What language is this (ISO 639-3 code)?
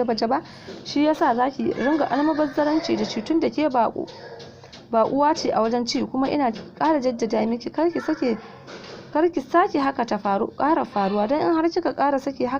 hau